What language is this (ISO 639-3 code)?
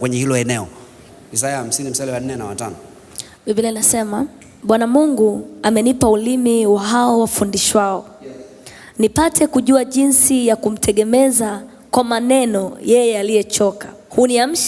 swa